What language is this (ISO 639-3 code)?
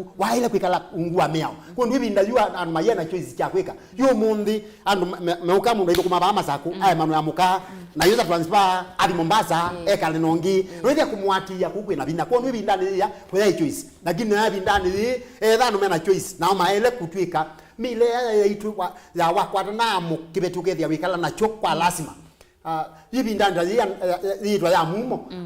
kam